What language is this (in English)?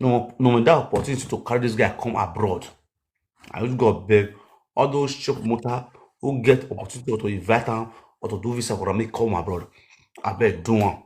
Nigerian Pidgin